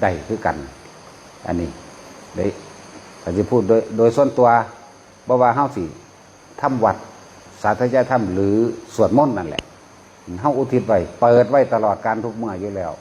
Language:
Northeastern Thai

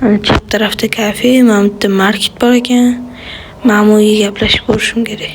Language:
Uzbek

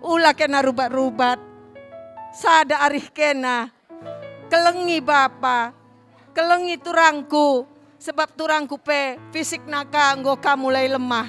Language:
Batak Karo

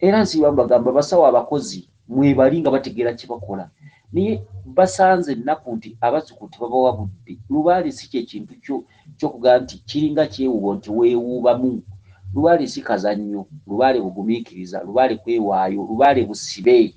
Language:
Ganda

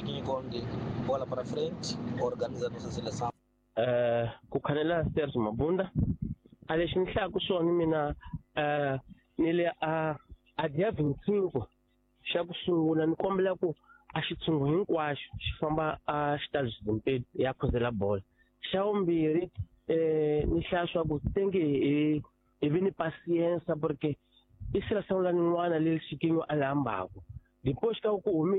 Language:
Tsonga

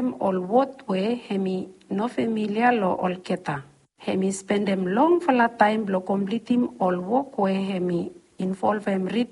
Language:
Bislama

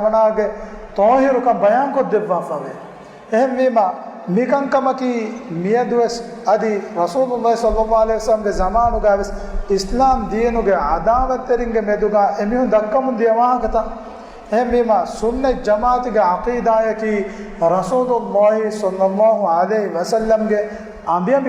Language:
Divehi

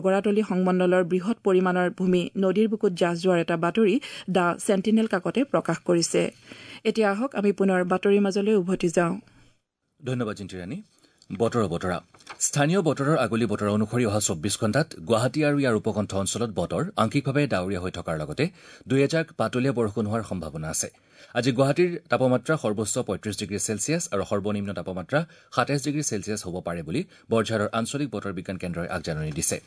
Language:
Assamese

